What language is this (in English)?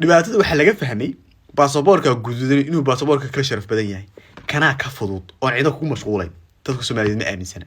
Somali